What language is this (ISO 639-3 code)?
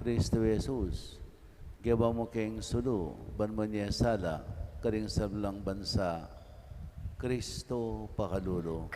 pam